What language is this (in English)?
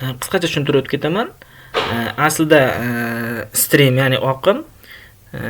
Uzbek